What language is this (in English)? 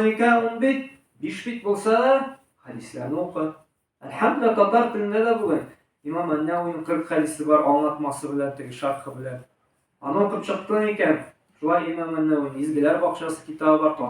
Tatar